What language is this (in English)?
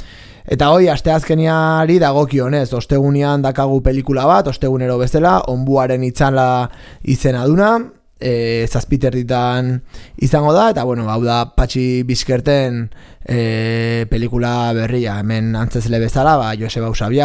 Basque